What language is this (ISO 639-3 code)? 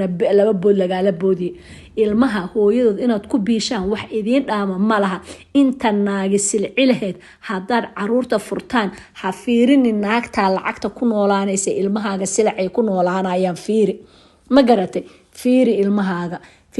som